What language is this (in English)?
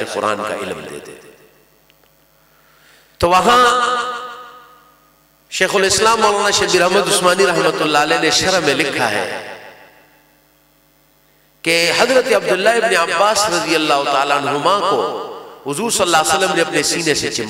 Urdu